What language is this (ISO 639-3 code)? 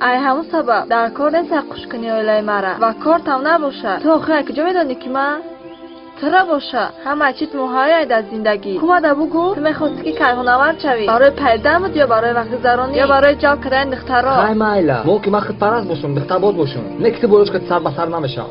tgk